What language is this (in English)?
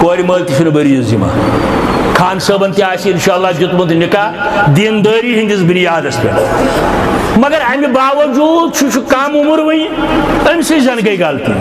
Kashmiri